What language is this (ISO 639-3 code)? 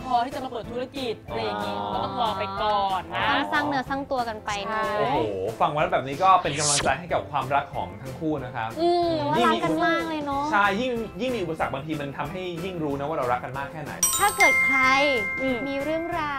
tha